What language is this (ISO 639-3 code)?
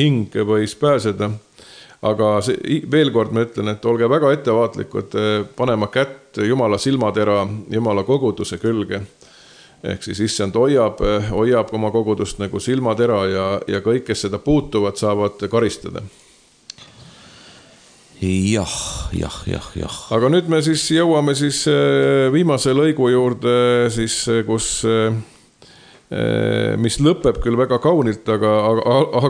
est